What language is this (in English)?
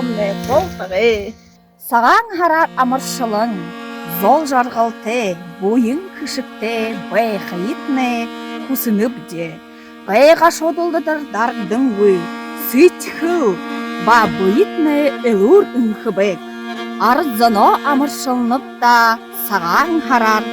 Buriat